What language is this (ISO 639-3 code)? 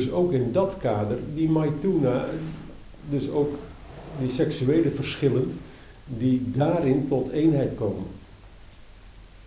nld